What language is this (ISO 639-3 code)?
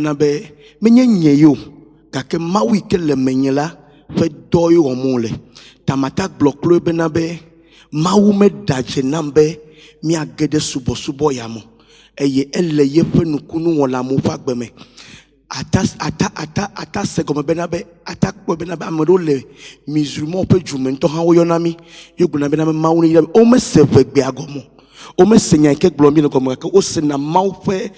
ewe